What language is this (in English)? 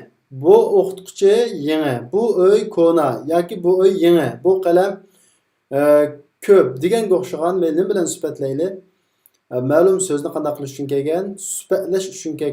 Uyghur